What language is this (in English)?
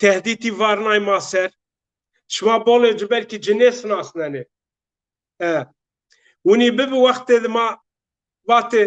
Zaza